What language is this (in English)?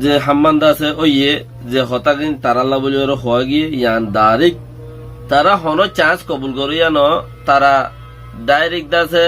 Rohingya